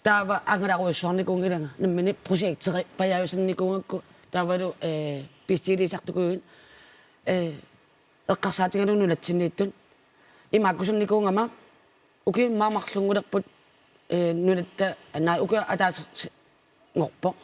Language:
Kalaallisut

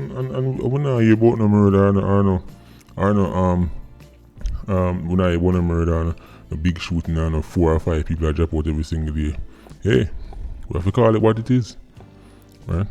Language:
Jamaican Creole English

